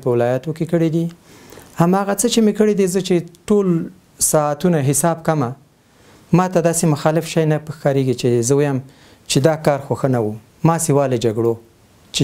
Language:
Pashto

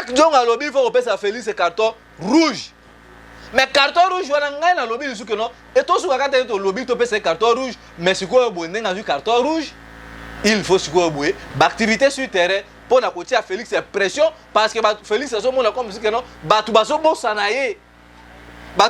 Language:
Lingala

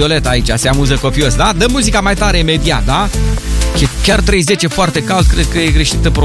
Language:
Romanian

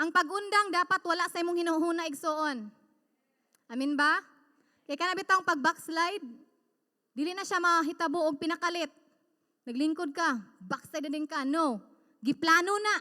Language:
Cebuano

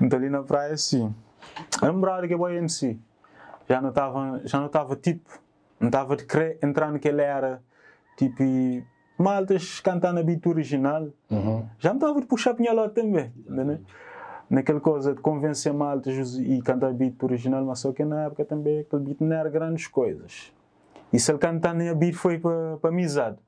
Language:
Kabuverdianu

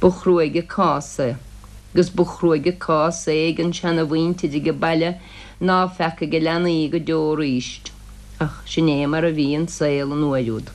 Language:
Irish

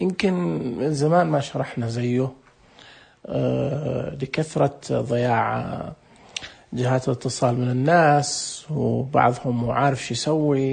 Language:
Najdi Arabic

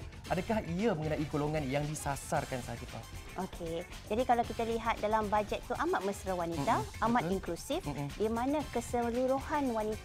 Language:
Malay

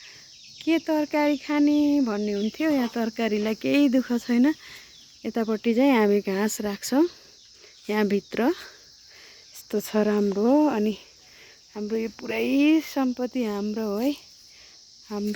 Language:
Nepali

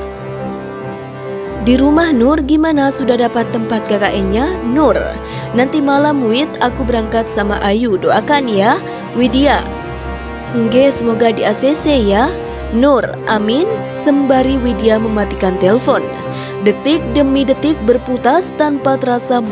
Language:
Indonesian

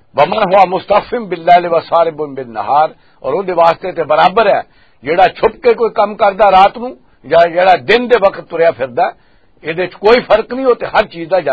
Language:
Western Panjabi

